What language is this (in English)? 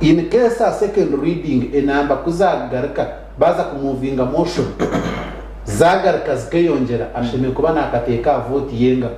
Nyankole